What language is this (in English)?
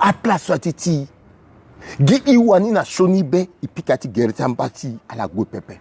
Sango